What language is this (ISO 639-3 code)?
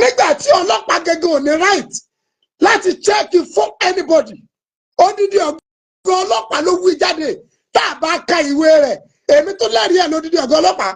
yor